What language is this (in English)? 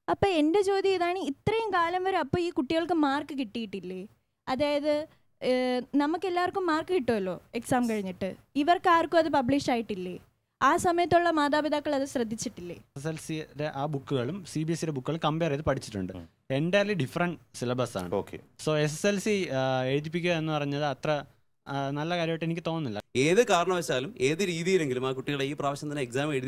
Malayalam